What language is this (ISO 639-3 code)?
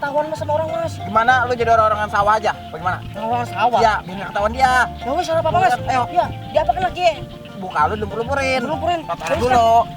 bew